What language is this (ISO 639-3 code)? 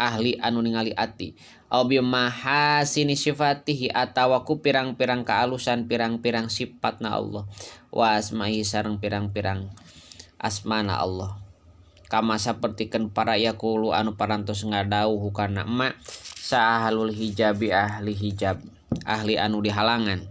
sun